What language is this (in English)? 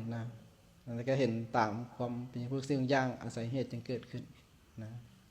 Lao